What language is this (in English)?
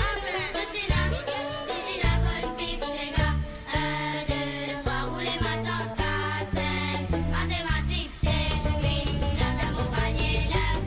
Morisyen